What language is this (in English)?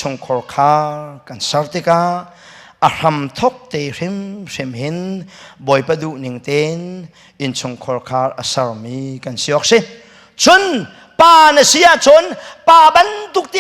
Hakha Chin